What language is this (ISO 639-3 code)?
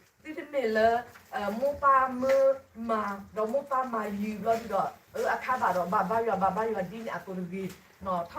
ksw